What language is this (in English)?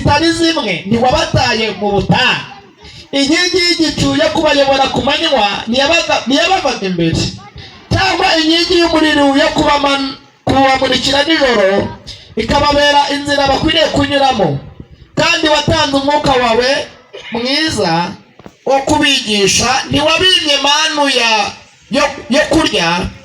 Kinyarwanda